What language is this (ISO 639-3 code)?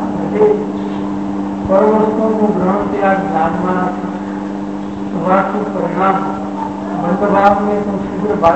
guj